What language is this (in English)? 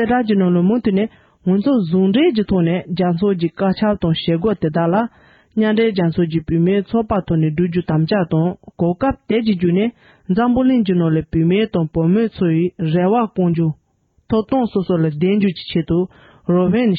Tibetan